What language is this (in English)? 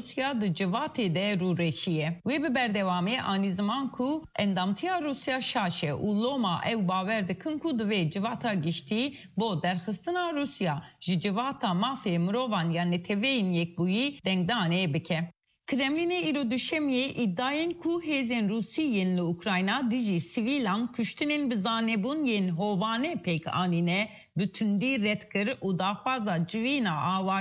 Kurdish